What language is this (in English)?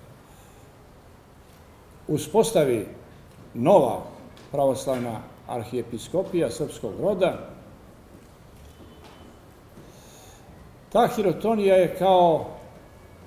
Serbian